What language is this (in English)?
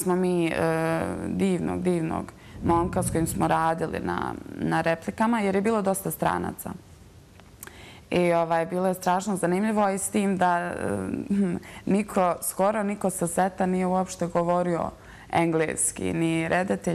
Bosnian